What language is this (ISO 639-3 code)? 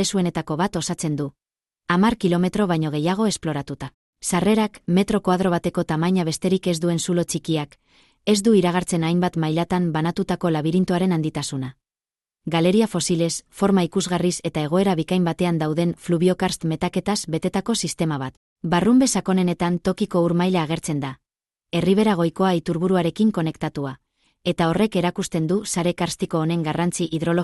eus